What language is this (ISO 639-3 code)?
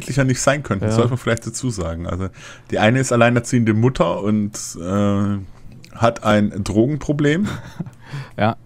deu